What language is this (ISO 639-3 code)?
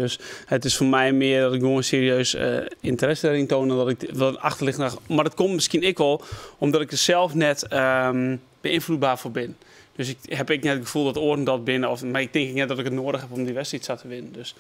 fry